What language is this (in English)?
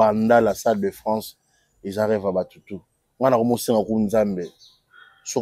Lingala